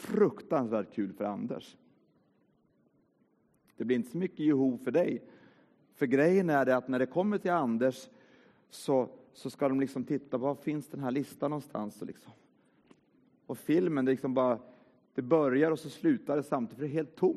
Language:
Swedish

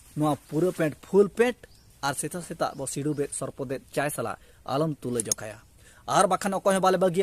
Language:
Santali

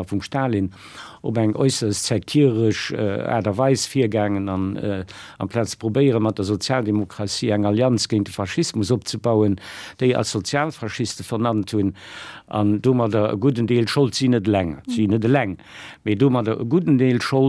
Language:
Luxembourgish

